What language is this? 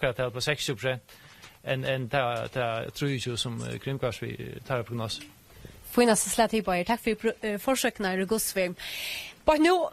Faroese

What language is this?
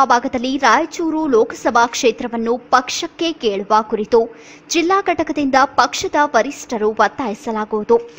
Kannada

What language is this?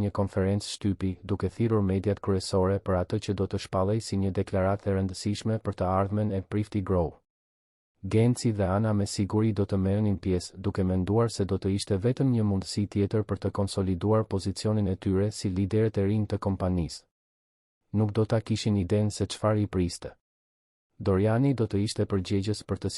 Albanian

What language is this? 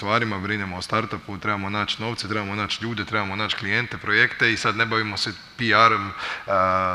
Croatian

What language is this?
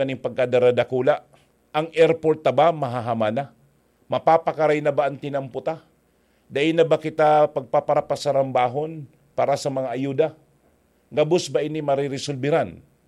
Bikol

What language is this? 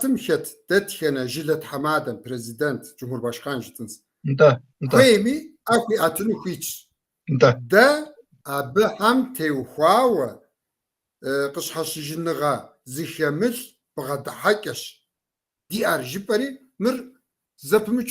Kabardian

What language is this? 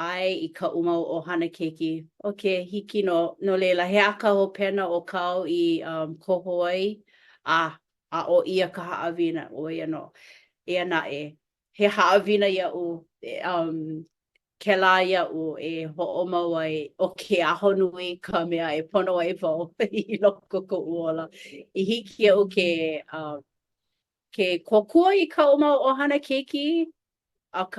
Hawaiian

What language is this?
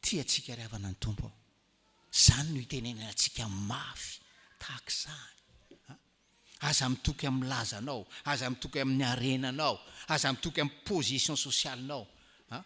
Malagasy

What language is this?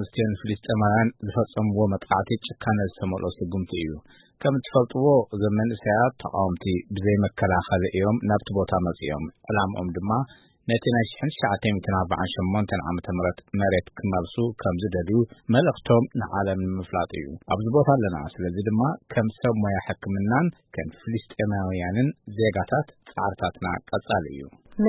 Tigrinya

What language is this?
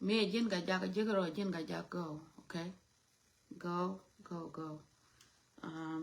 Nuer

